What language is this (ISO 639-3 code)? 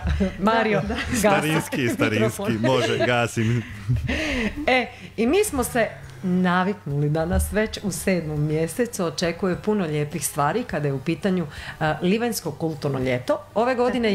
hrv